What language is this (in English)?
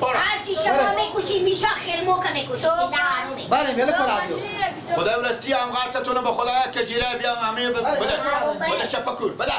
Persian